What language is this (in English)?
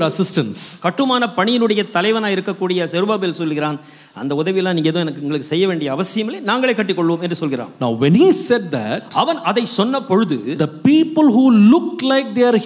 Tamil